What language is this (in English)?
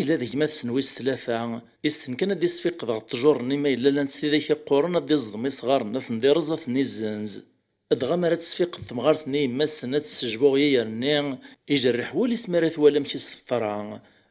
Kabyle